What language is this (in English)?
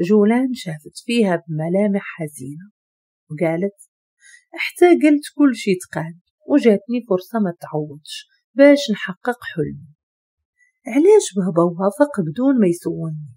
Moroccan Arabic